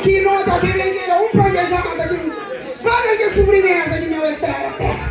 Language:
Kabuverdianu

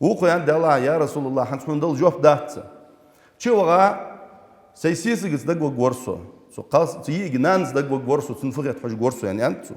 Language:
Ingush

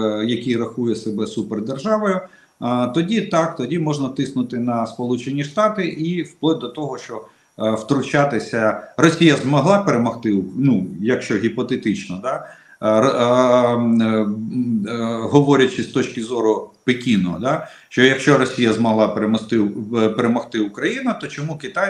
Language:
Ukrainian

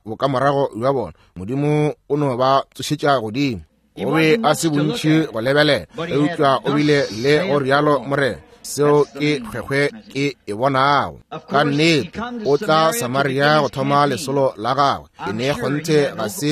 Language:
Northern Sotho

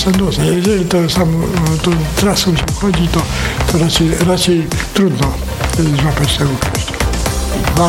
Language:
Polish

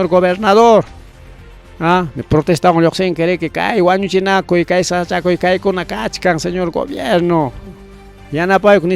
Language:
Ayacucho Quechua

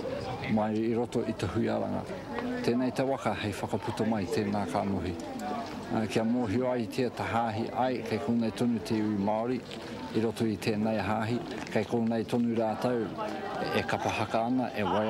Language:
Māori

